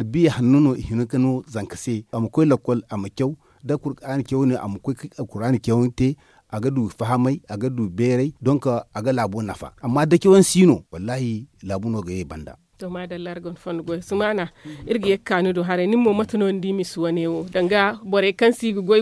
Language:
Zarma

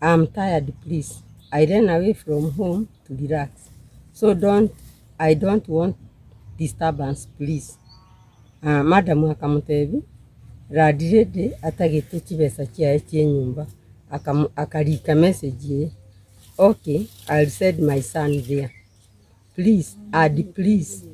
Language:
Gusii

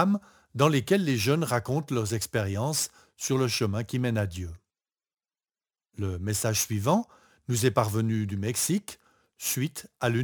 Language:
French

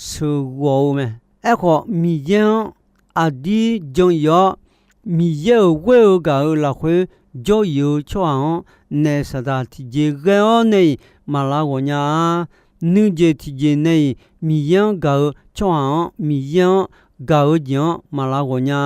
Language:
Akha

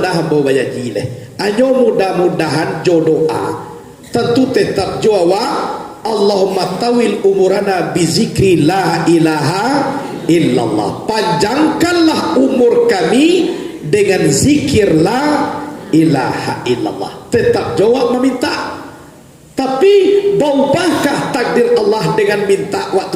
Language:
Minangkabau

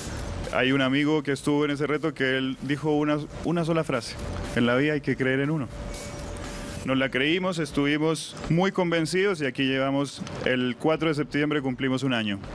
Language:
Spanish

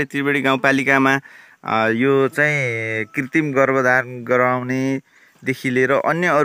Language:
Nepali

